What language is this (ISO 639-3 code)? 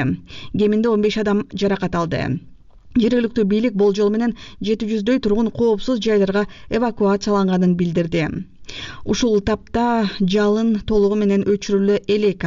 kir